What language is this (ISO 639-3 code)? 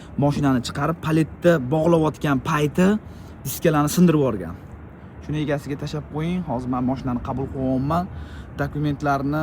uzb